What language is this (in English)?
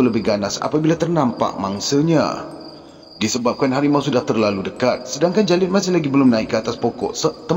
Malay